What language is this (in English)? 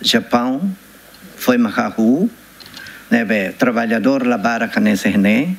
Tetum